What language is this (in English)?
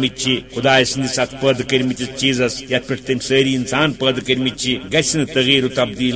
Kashmiri